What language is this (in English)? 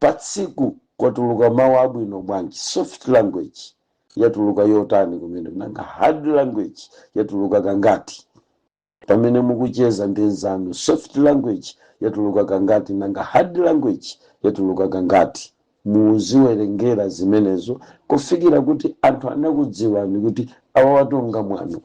Nyanja